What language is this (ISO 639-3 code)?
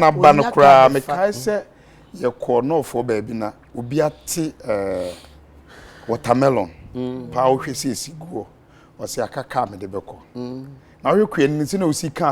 aka